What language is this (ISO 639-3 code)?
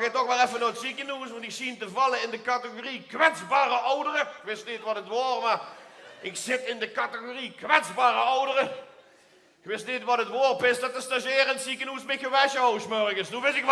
lim